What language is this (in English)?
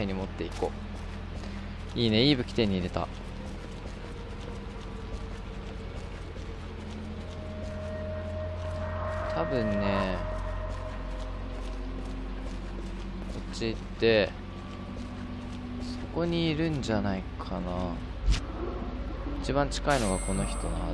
Japanese